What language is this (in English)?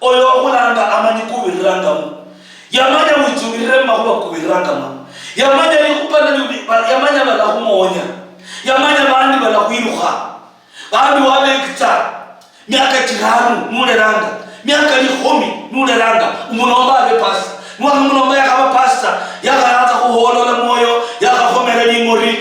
Luyia